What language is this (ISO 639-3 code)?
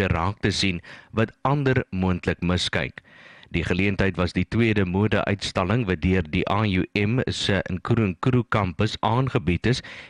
afr